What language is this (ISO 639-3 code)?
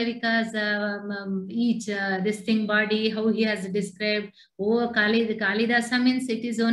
san